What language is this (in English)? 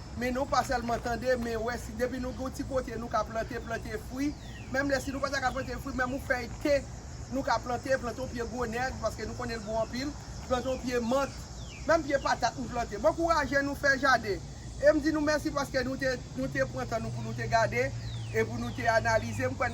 Haitian Creole